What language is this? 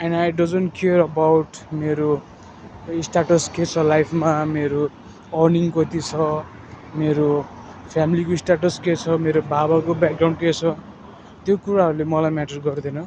Nepali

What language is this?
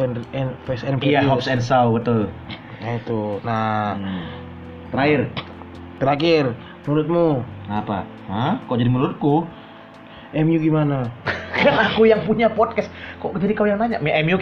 Indonesian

